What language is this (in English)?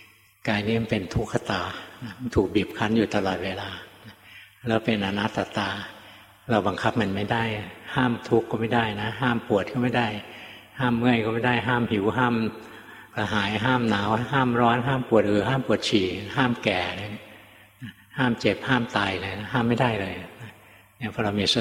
Thai